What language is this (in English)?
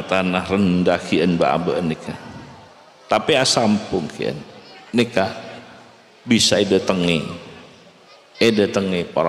Madurese